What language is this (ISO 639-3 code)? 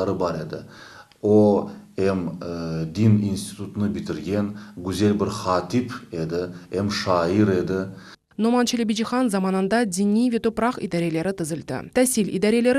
crh